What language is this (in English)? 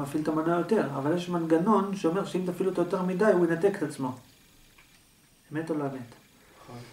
Hebrew